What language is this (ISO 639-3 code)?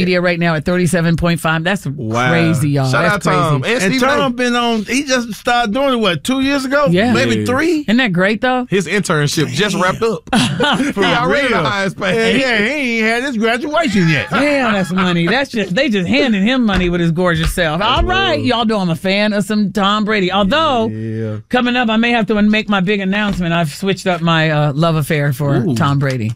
eng